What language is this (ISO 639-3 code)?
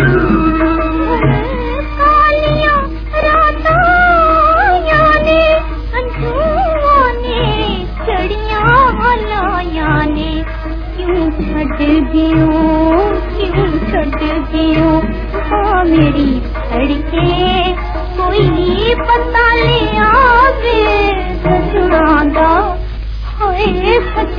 pan